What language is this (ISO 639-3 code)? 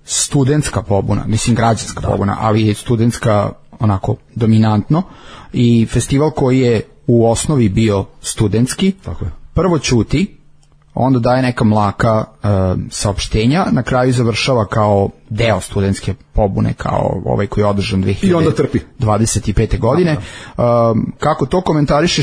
srp